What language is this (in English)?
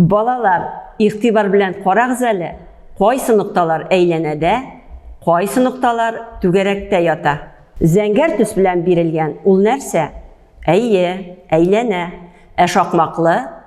Tatar